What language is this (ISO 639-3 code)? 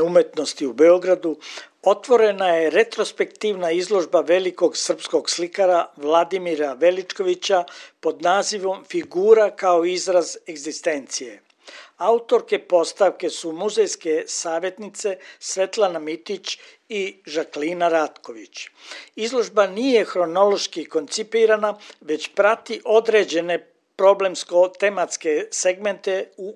srp